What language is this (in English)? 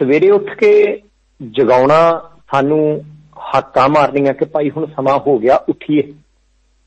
Punjabi